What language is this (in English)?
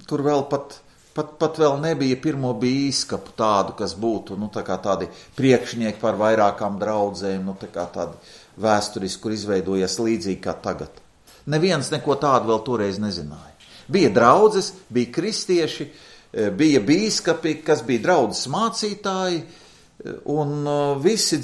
Latvian